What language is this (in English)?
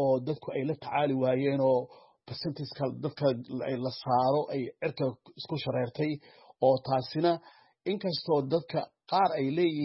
Somali